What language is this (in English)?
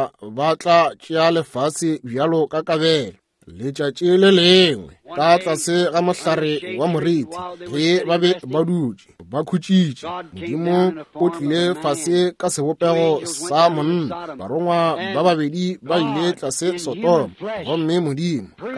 Northern Sotho